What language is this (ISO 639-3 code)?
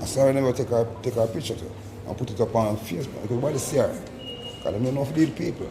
jam